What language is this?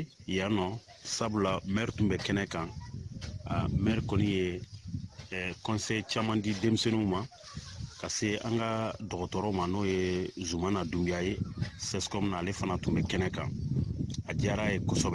Bambara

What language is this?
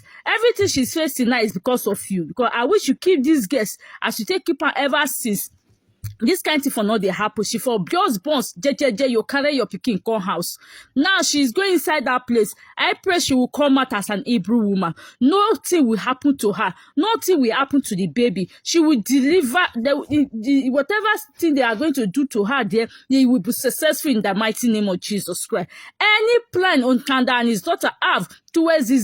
Nigerian Pidgin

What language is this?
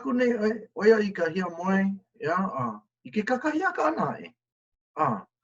Hawaiian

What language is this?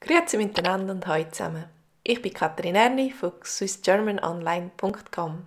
Swiss German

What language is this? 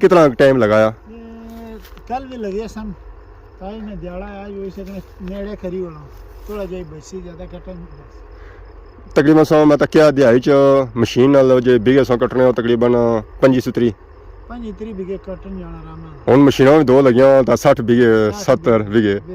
Pahari-Potwari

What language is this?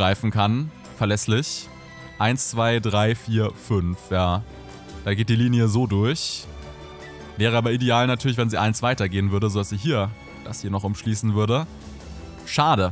German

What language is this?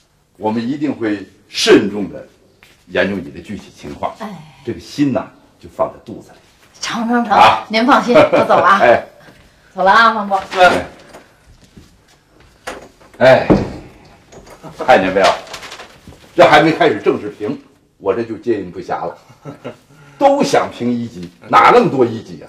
Chinese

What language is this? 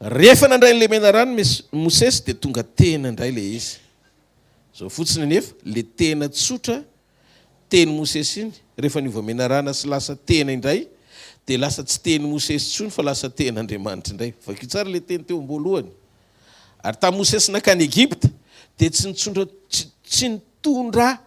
Malagasy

